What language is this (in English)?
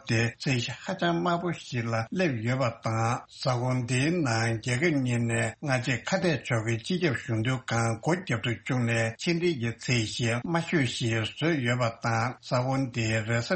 Tibetan